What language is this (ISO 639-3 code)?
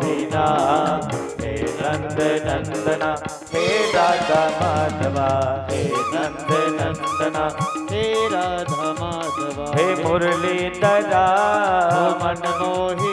doi